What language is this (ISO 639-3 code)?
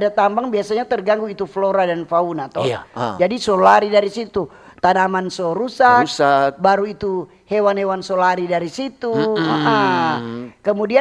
xmm